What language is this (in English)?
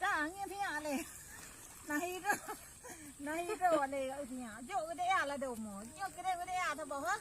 Achinese